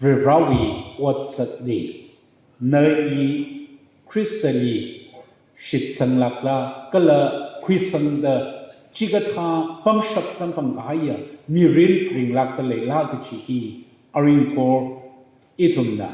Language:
Tangkhul Naga (India)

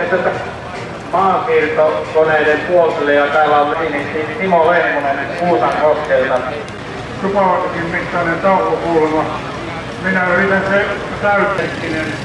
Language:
Finnish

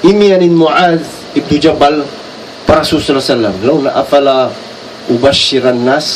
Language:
Tausug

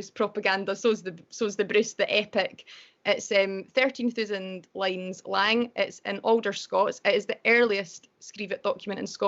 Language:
Scots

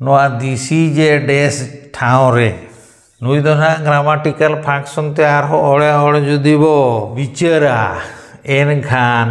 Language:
Santali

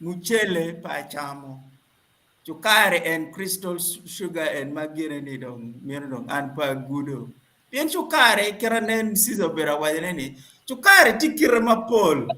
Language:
Acoli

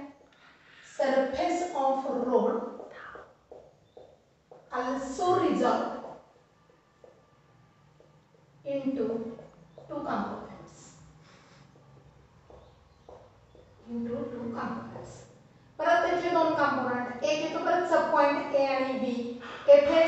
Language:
Marathi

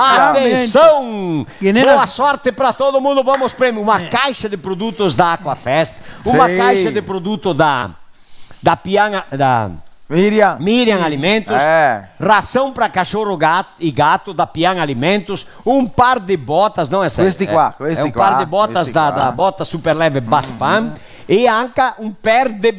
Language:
Venetian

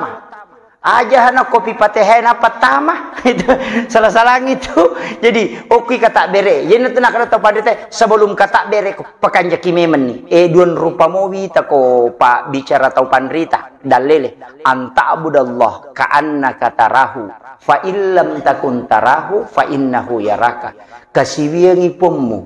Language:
Buginese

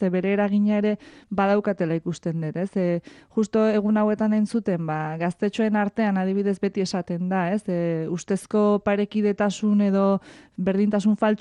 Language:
Basque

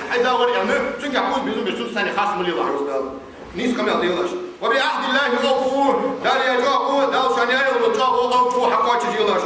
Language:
Ingush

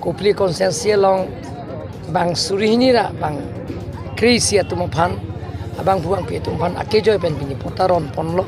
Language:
Karbi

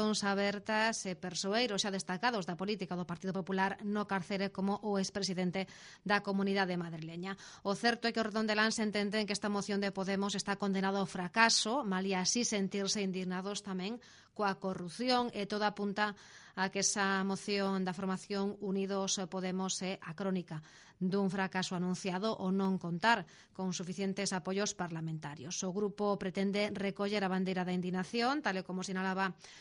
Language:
Galician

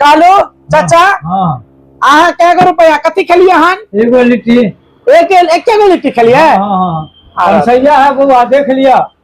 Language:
Maithili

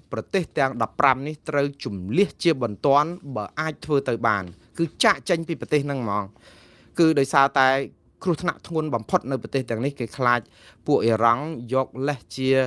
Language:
Khmer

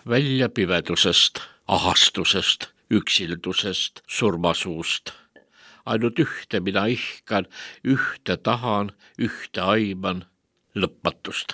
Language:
Estonian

